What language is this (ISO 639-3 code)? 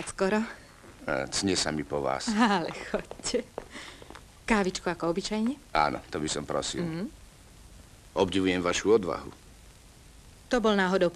slk